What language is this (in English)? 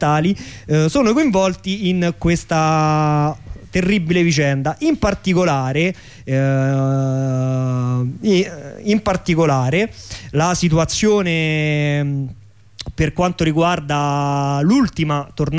Italian